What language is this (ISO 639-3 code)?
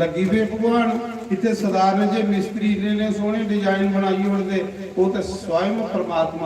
doi